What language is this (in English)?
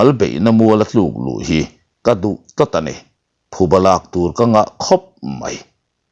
Mizo